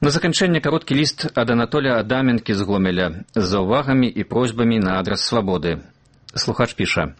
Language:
Belarusian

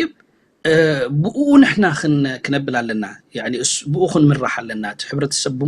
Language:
Tigrinya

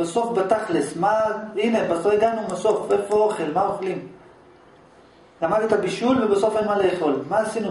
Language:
Hebrew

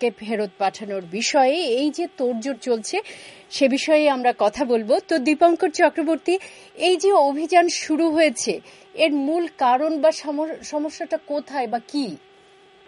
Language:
Bangla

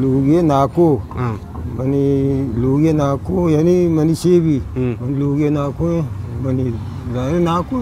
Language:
Eastern Balochi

